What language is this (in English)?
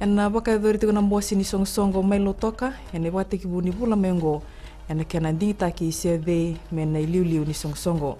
Fijian